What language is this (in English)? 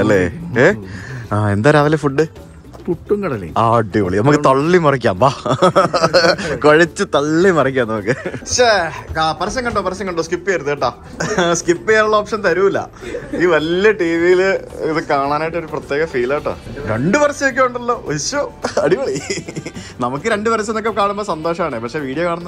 Malayalam